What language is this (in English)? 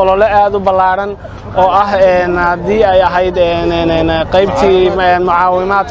Somali